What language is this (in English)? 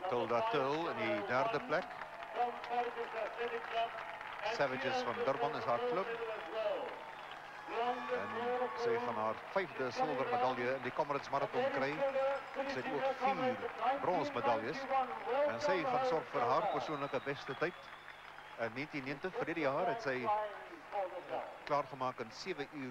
Afrikaans